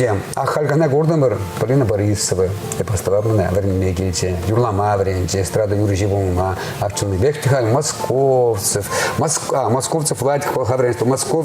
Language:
Chuvash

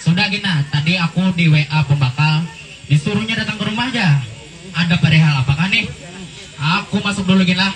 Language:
Banjar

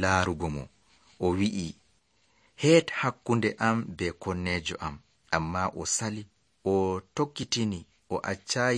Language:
Nigerian Fulfulde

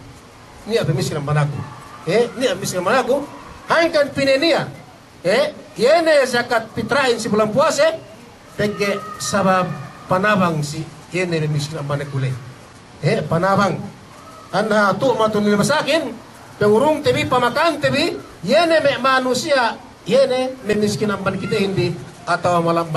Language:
Yakan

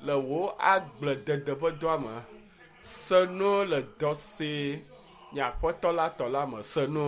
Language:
Ewe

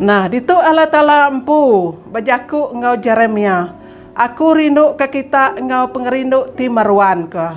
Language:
Iban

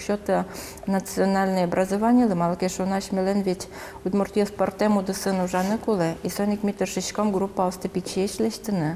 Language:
Udmurt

